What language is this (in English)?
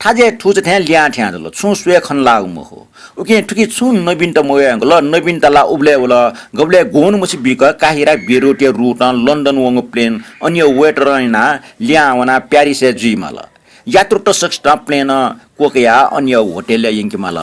Newari